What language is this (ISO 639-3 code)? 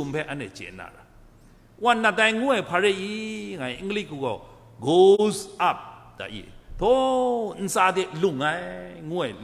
kac